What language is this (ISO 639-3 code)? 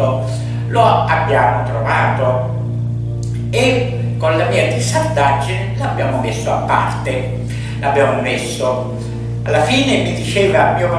ita